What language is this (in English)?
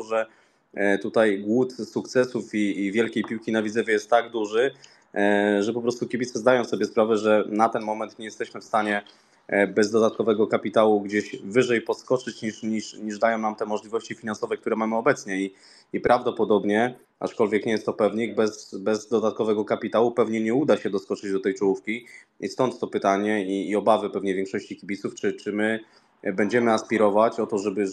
Polish